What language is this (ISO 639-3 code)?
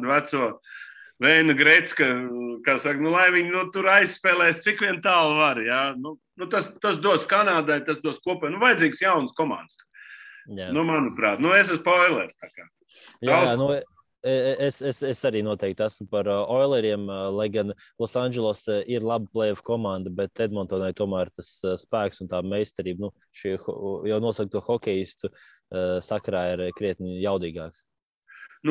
lav